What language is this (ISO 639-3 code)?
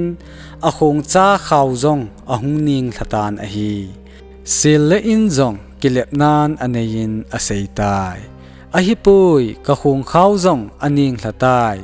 tcz